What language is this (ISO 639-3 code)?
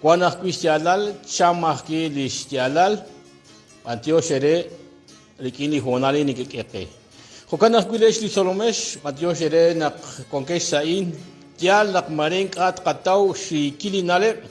kek